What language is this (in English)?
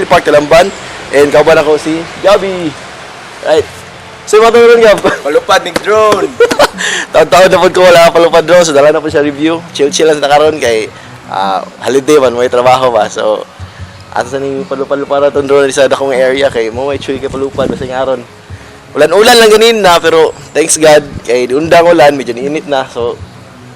Cebuano